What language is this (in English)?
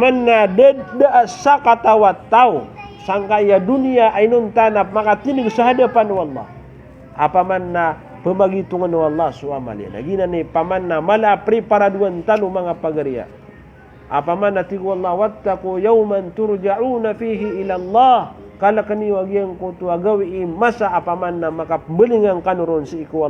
Maranao